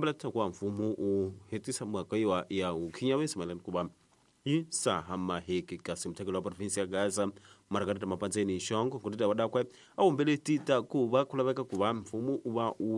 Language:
Tsonga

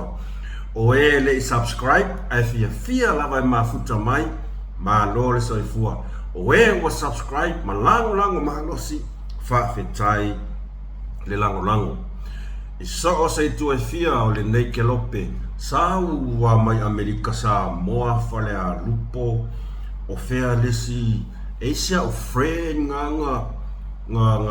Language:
Samoan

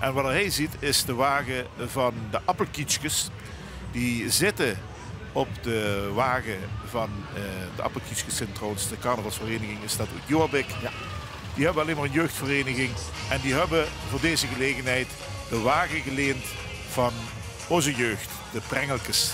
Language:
Limburgish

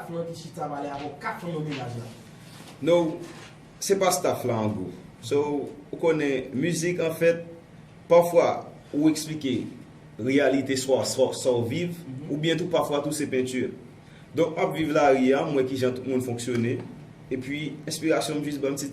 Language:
Haitian Creole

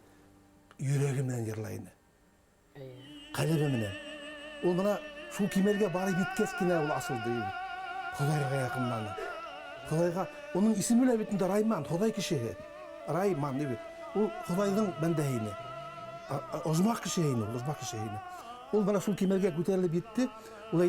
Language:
Bashkir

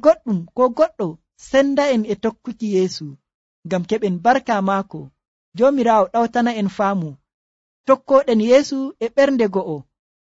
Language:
Nigerian Fulfulde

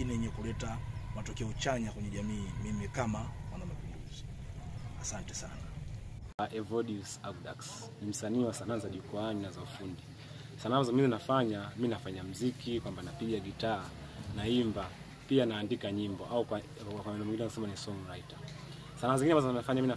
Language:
Swahili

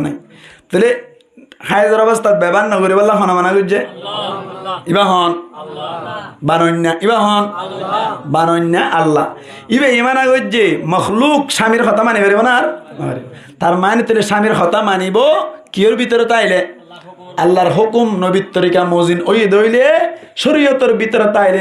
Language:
Rohingya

